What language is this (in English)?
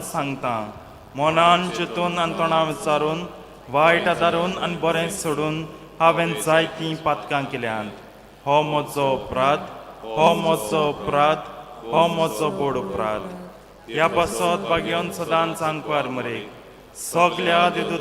Konkani